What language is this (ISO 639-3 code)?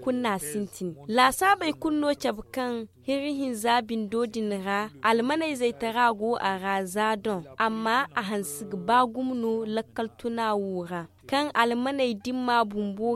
dje